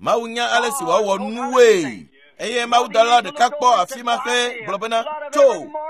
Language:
Ewe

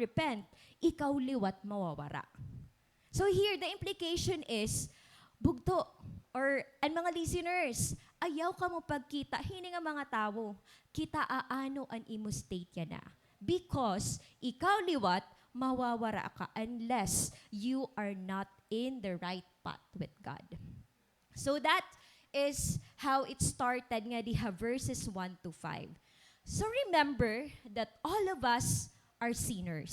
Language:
Waray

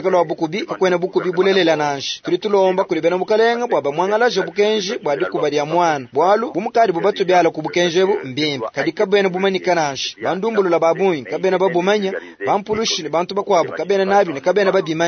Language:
Luba-Lulua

